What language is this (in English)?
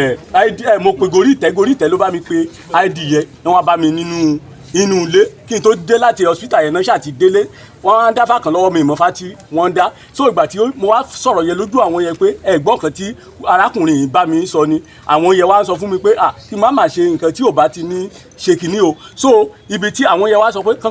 Yoruba